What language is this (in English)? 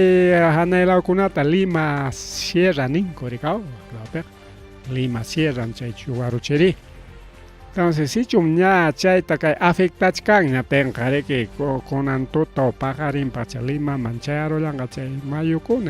Ayacucho Quechua